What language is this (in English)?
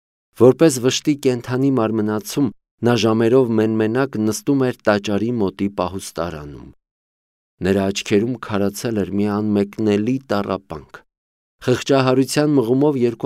Armenian